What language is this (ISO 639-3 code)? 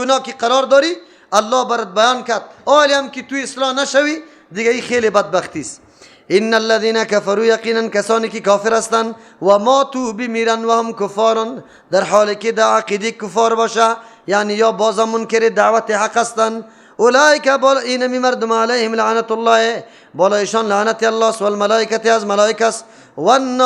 fas